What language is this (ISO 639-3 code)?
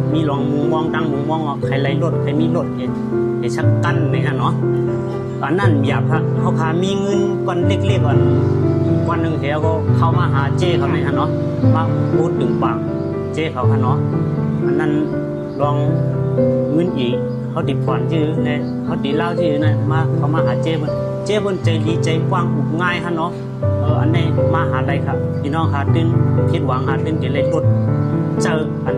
shn